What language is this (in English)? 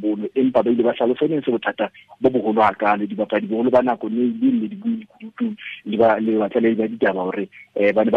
Southern Sotho